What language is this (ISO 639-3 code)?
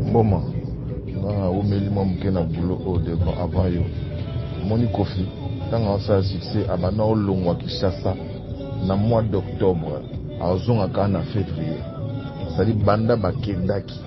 lin